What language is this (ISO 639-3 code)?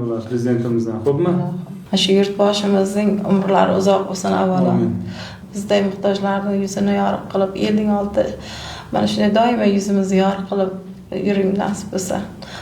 uzb